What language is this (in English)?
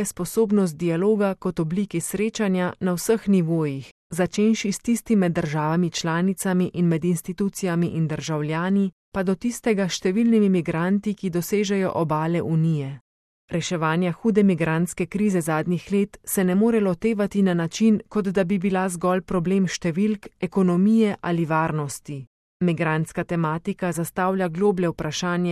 Slovenian